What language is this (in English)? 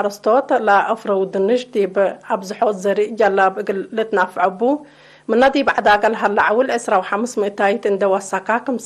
Tigre